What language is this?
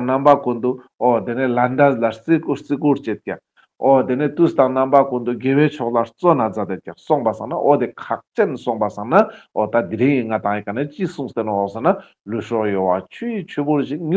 Ladakhi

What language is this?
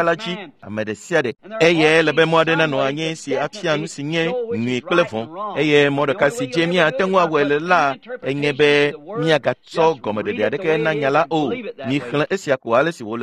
Ewe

